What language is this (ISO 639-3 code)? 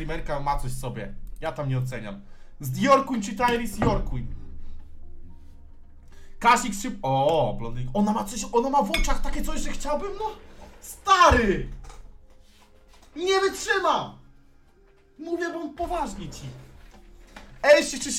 pol